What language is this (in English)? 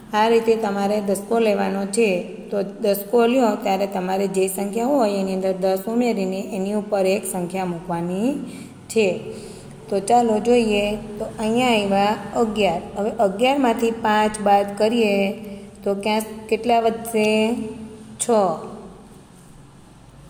Gujarati